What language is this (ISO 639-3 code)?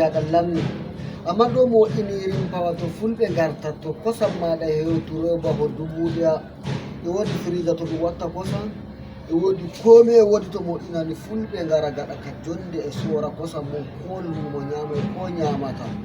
ful